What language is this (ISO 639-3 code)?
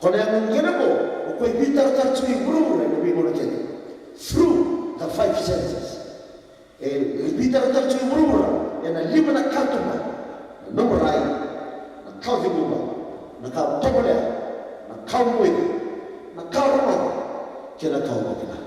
fij